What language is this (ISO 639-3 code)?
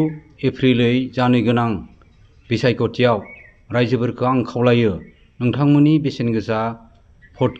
brx